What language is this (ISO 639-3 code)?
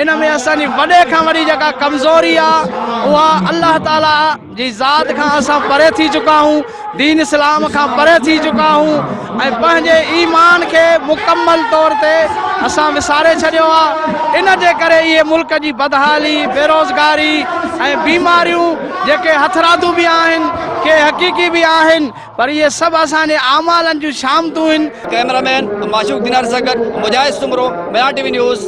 snd